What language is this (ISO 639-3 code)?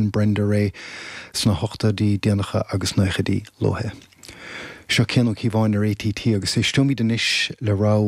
gle